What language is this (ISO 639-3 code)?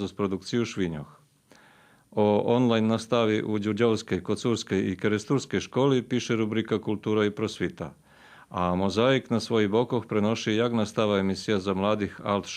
rue